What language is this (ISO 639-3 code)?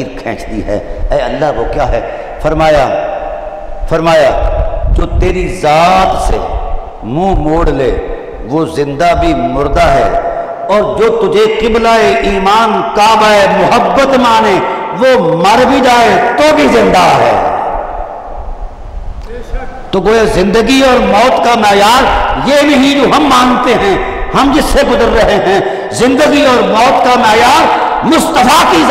urd